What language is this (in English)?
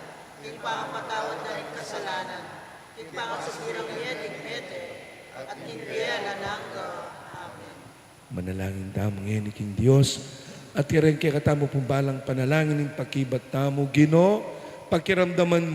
Pampanga